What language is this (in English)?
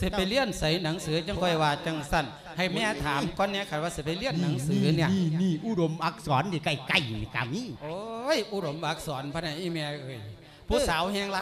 Lao